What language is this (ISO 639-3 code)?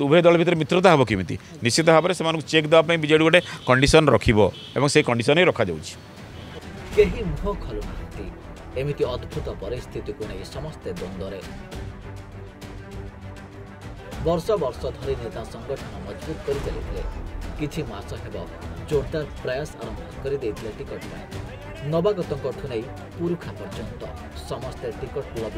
ori